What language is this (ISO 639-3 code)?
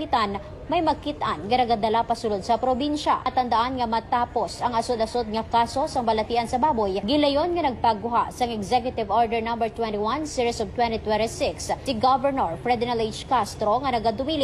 hil